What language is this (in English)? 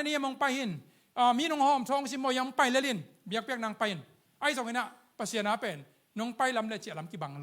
Tedim Chin